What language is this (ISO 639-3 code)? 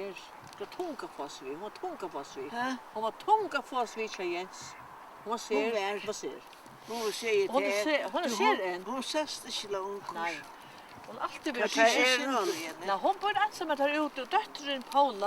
fao